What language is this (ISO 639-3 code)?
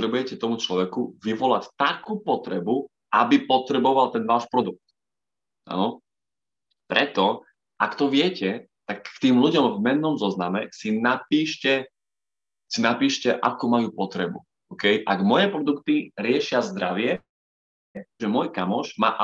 slk